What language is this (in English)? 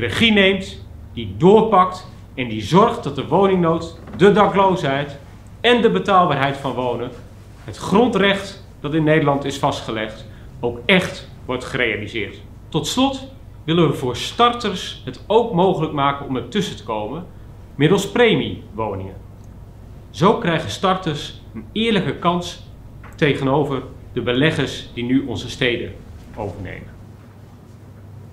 Dutch